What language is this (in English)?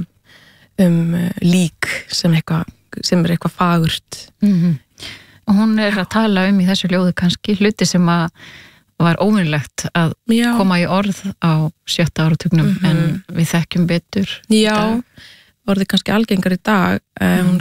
Icelandic